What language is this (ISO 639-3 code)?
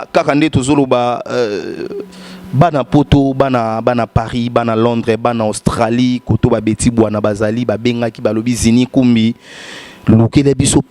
lin